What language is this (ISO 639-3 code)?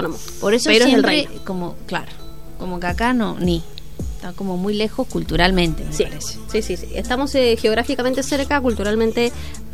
spa